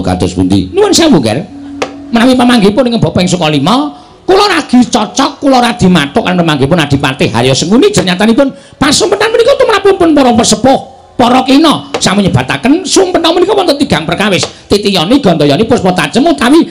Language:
Javanese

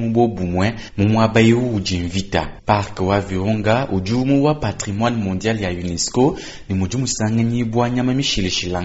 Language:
Luba-Lulua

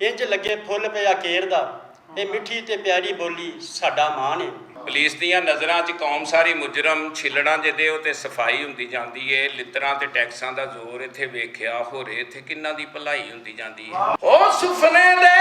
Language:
Western Panjabi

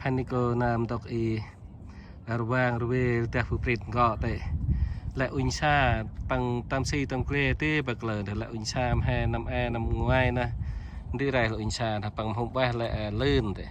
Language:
Central Mnong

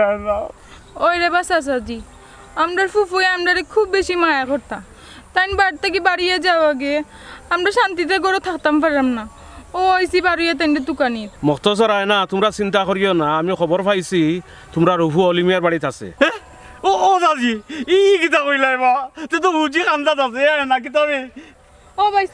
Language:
Sylheti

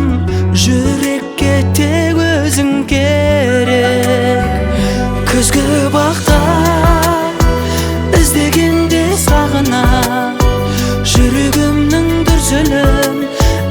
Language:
Kazakh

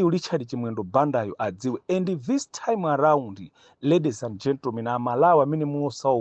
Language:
Nyanja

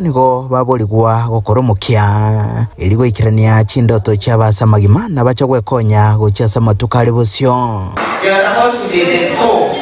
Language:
Gusii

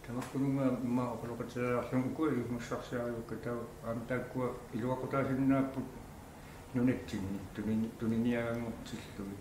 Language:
Kalaallisut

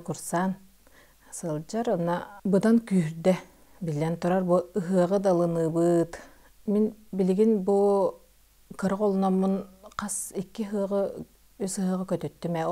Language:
Yakut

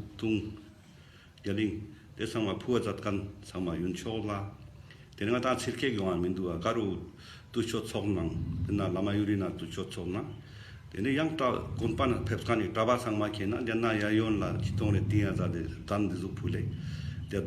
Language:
Ladakhi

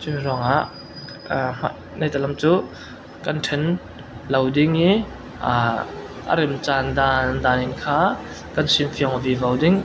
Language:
Falam Chin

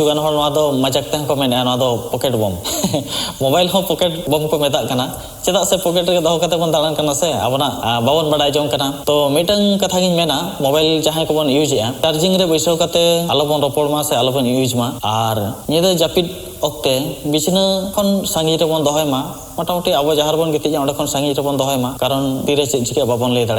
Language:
Santali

